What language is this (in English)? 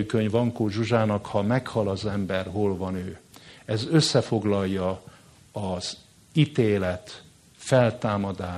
Hungarian